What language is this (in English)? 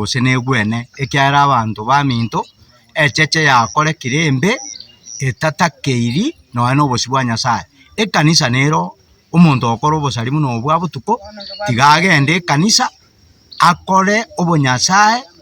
Gusii